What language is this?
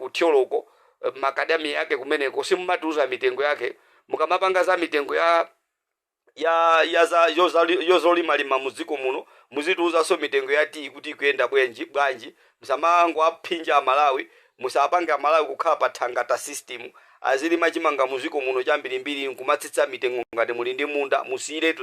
Nyanja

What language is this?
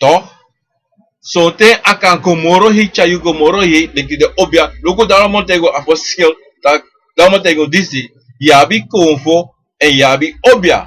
Sranan Tongo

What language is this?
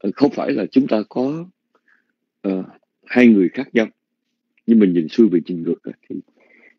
Vietnamese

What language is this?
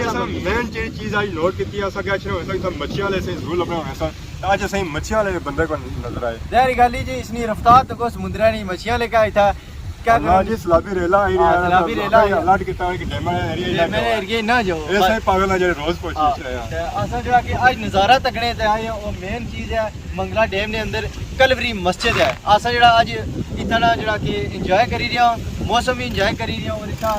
Pahari-Potwari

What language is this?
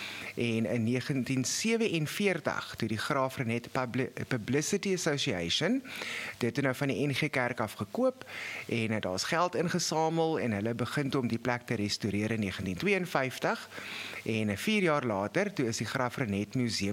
Afrikaans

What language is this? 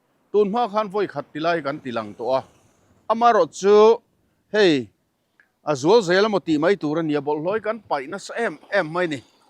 Mizo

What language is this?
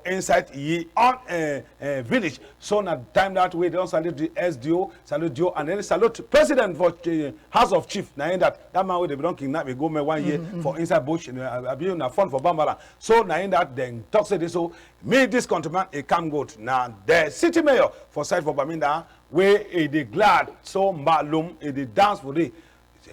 Cameroon Pidgin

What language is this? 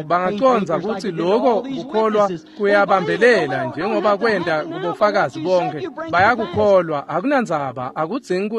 Swati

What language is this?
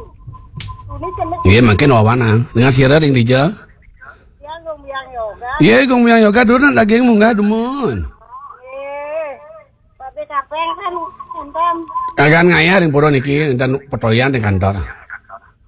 Balinese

